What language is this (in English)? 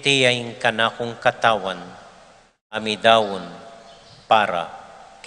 Pampanga